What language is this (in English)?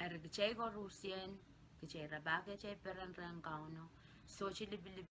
Pohnpeian